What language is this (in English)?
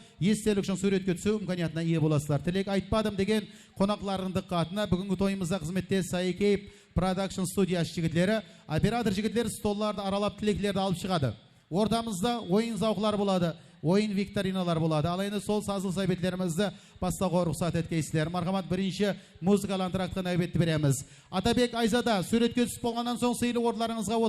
Kara-Kalpak